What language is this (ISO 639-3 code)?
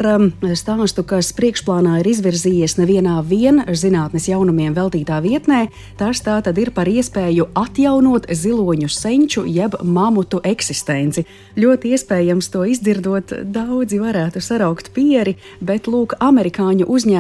lav